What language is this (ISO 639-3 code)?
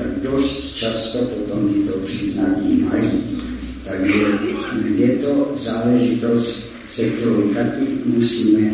ces